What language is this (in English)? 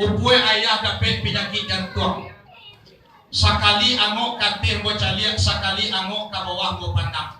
Minangkabau